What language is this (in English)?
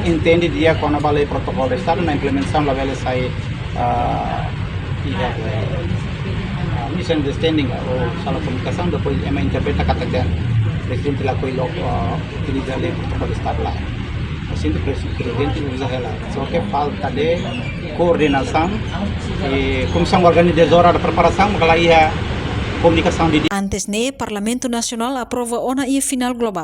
Tetum